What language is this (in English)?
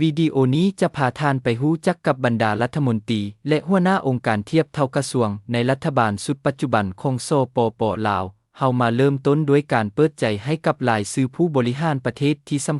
Lao